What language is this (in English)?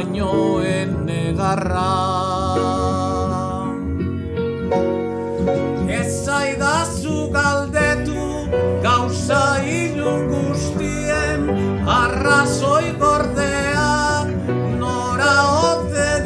Basque